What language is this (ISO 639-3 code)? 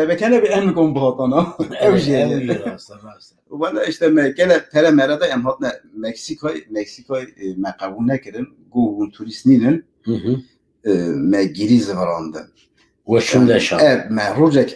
kur